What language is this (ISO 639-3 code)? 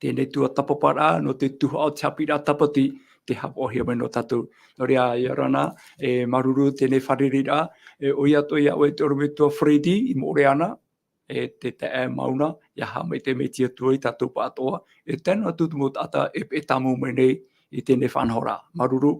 tah